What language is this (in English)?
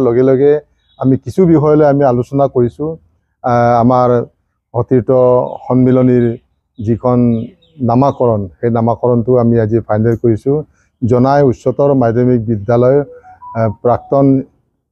Assamese